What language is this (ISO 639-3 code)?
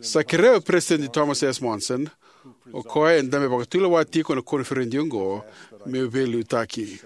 fij